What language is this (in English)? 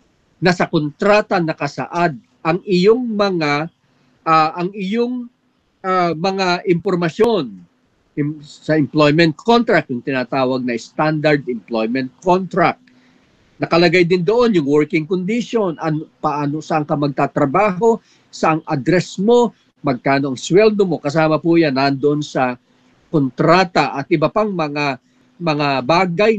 Filipino